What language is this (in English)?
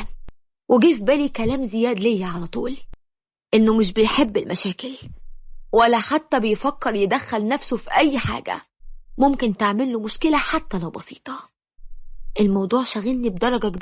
Egyptian Arabic